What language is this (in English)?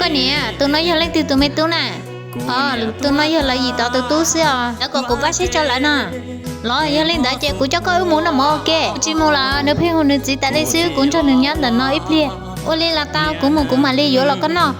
Hmong